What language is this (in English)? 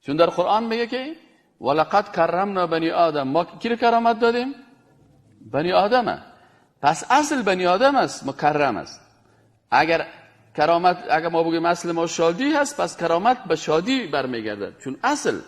Persian